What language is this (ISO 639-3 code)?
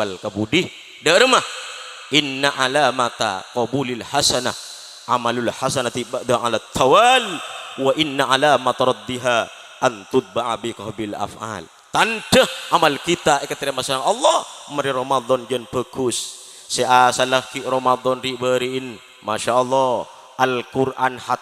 mad